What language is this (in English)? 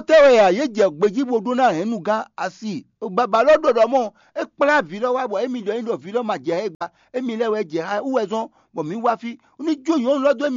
Fon